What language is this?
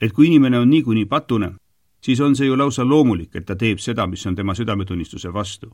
Estonian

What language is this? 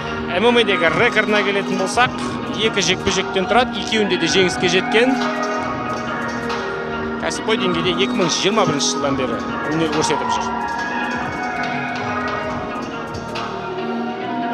Kazakh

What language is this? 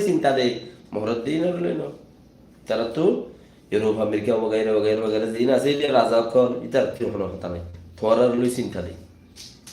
Rohingya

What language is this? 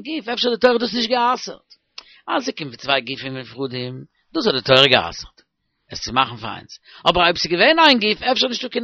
Yiddish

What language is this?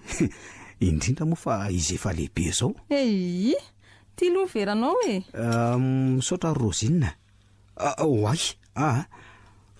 Malagasy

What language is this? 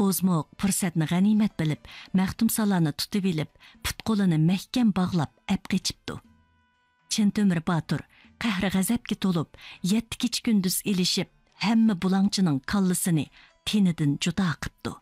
Uyghur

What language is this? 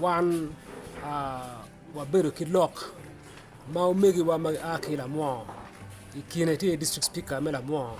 Acoli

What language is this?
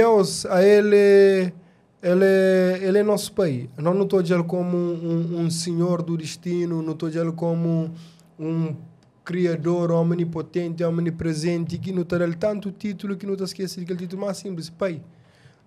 Kabuverdianu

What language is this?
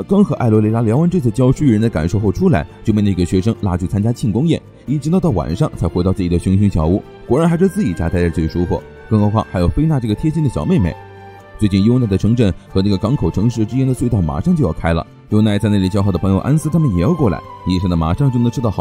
Chinese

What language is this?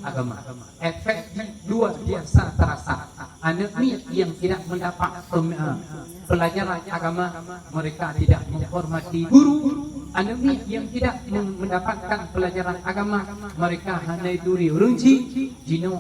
Achinese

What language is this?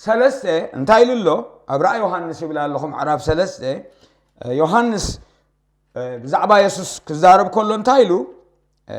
Tigrinya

